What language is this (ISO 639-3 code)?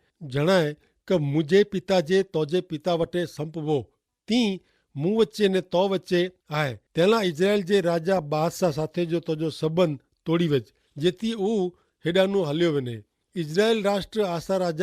kfr